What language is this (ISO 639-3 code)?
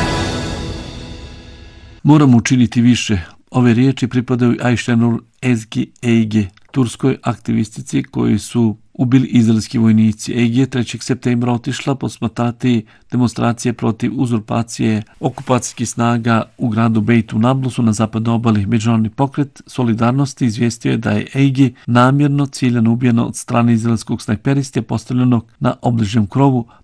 bos